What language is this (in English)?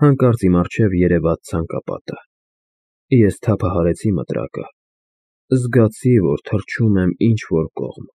Armenian